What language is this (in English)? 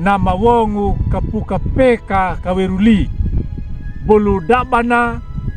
Anakalangu